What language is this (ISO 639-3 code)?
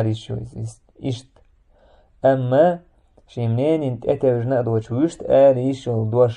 che